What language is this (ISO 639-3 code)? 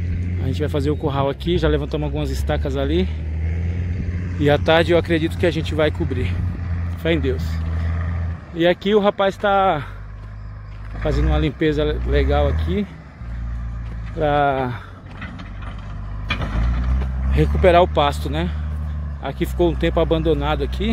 por